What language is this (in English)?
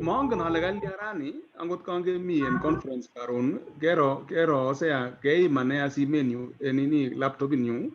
Kalenjin